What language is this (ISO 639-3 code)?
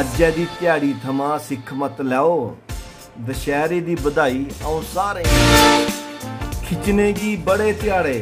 doi